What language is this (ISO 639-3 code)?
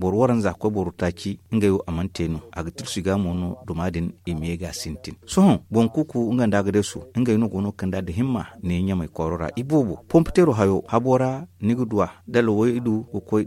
dje